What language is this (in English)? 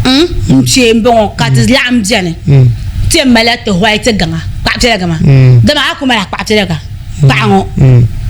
Dagbani